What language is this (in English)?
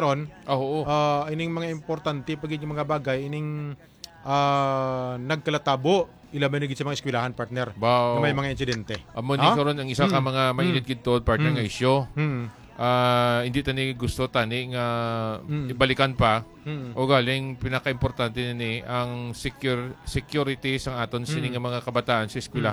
Hiligaynon